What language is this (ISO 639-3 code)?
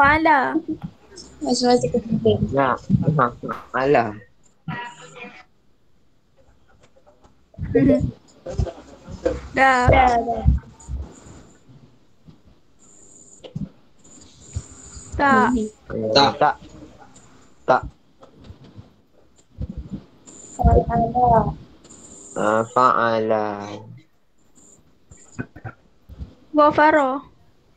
msa